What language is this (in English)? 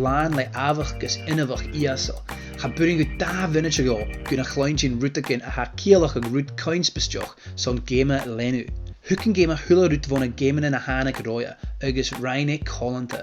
Scottish Gaelic